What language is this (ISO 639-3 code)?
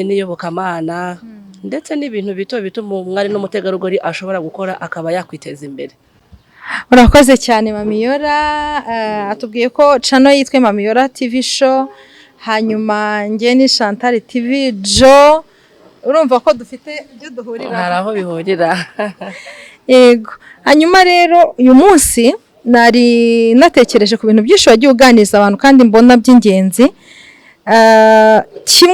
kin